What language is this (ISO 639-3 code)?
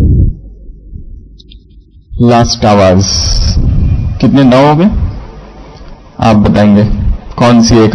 hin